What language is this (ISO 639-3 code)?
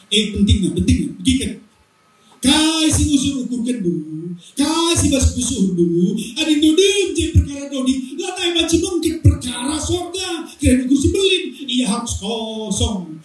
btx